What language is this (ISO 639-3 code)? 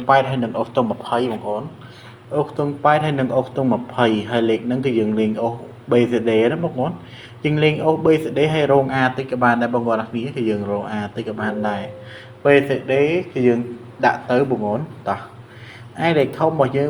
khm